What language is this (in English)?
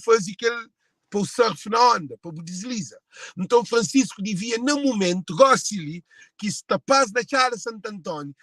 Kabuverdianu